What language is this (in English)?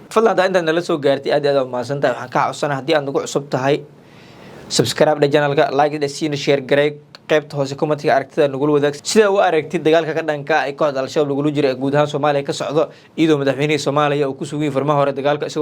Somali